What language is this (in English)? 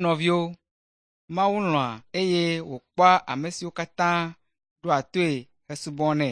Ewe